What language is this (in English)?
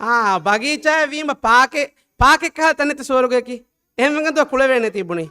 Divehi